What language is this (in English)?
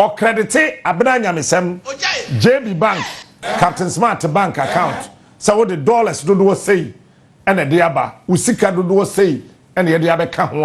Akan